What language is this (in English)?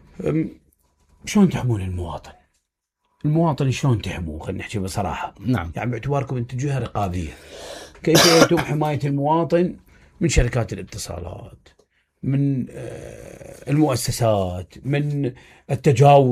Mesopotamian Arabic